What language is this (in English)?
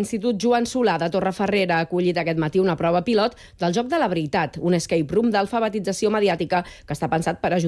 Catalan